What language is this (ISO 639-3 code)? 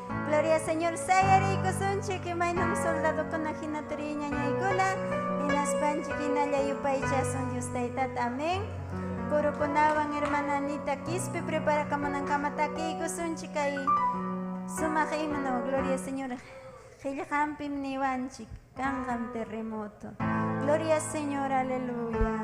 quy